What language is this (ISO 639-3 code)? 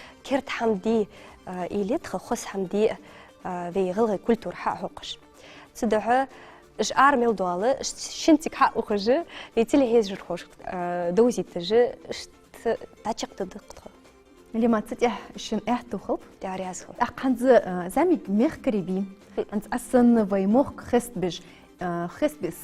inh